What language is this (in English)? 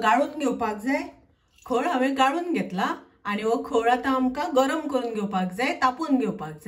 Konkani